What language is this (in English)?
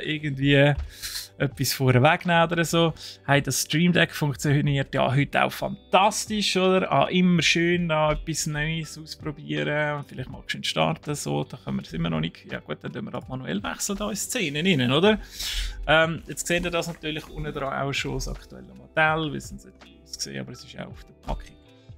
Swiss German